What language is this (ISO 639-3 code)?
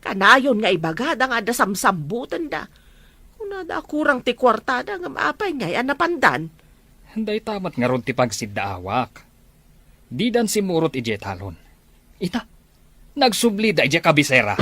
ilo